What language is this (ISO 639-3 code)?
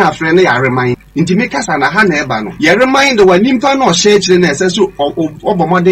aka